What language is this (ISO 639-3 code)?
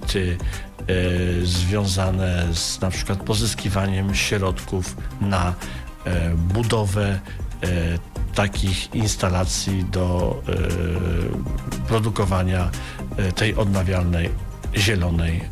pol